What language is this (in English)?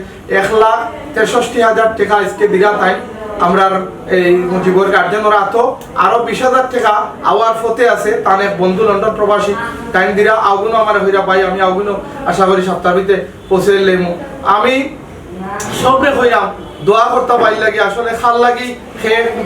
Sylheti